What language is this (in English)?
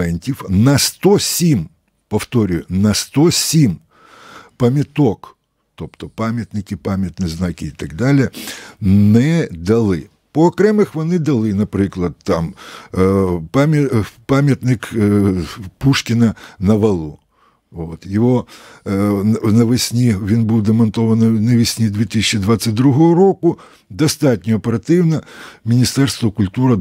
Ukrainian